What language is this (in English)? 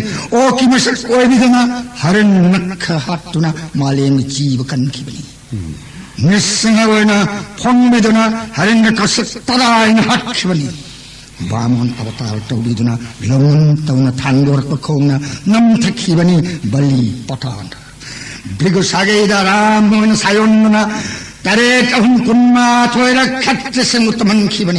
Manipuri